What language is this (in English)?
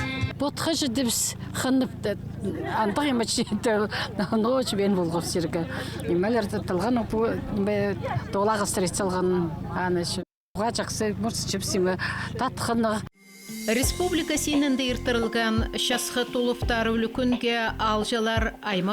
Khakas